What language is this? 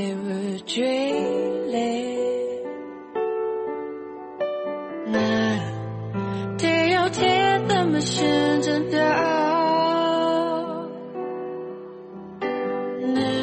Burmese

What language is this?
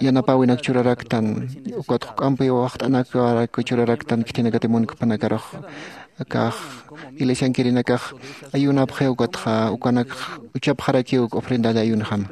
Aymara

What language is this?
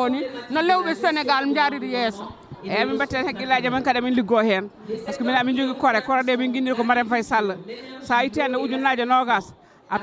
Fula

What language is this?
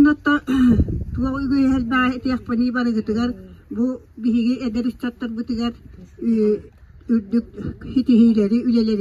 Yakut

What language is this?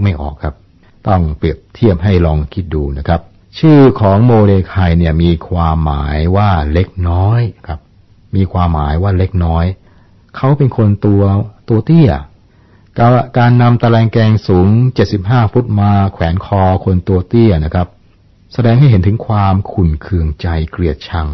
Thai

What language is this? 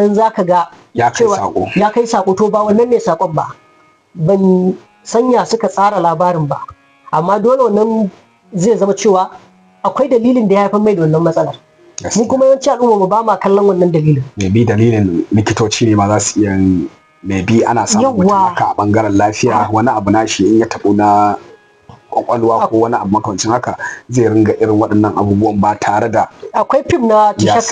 Hausa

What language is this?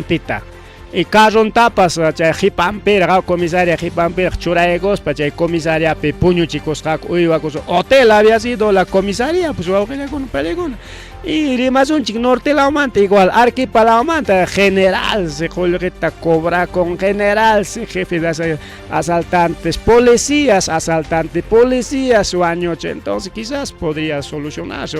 Ayacucho Quechua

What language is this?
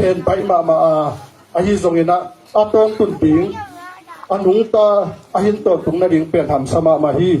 Tedim Chin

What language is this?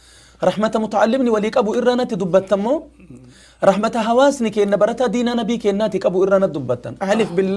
Oromo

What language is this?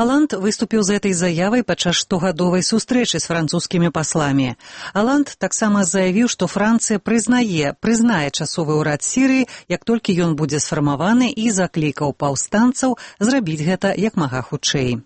Belarusian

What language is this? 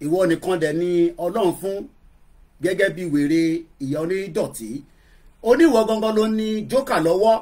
Yoruba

